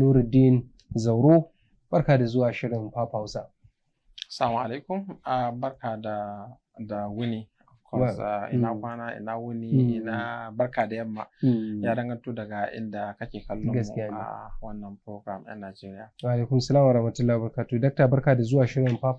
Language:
Hausa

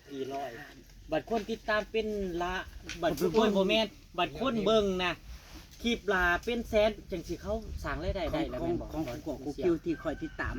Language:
Northeastern Thai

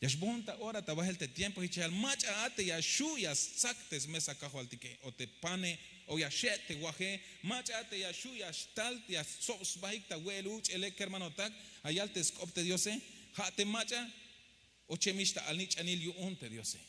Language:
Tzeltal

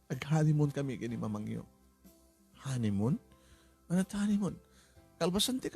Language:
Iloko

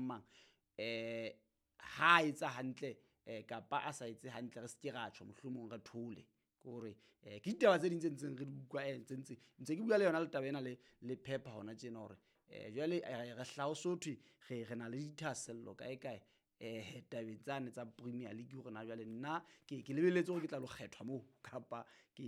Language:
Southern Sotho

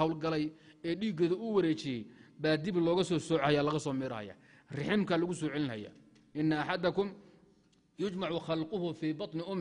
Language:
Somali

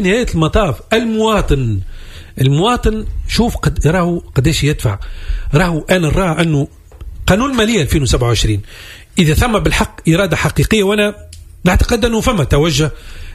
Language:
Tunisian Arabic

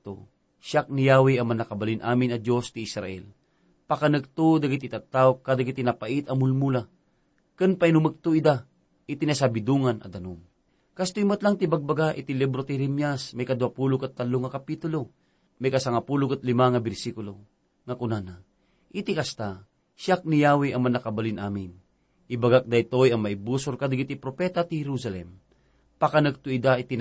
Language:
Iloko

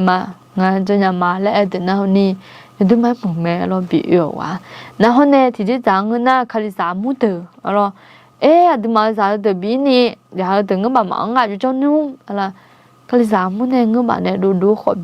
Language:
Akha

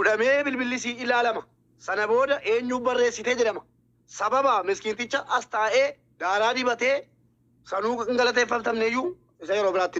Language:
Oromo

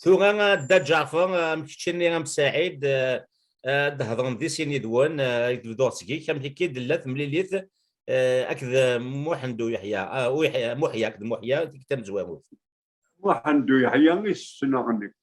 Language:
Kabyle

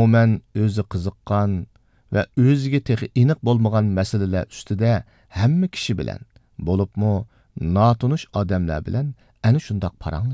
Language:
Uyghur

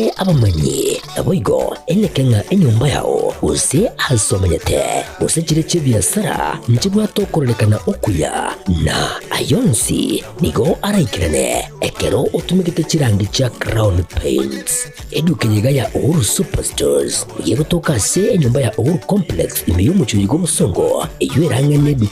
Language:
Gusii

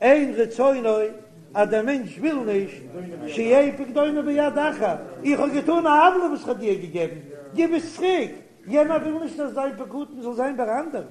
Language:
Yiddish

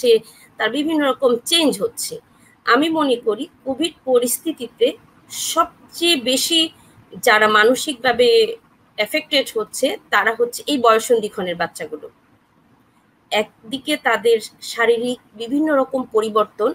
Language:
Bangla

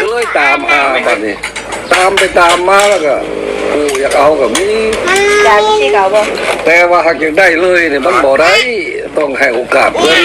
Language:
Northeastern Thai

